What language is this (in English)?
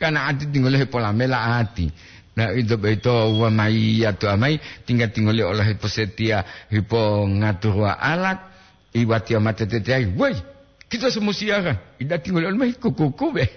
Gorontalo